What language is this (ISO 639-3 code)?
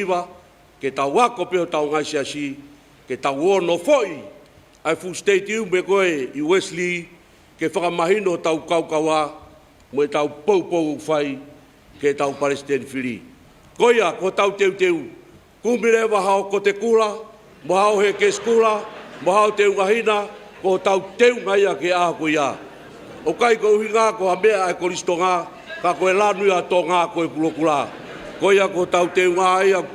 ton